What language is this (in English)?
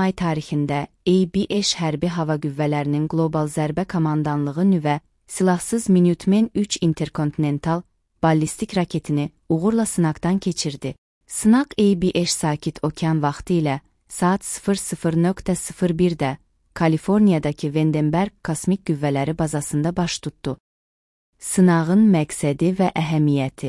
Azerbaijani